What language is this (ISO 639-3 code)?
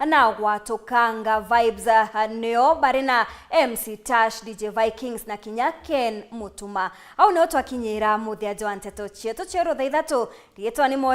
mer